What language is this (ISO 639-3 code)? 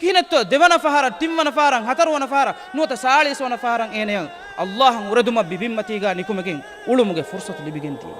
div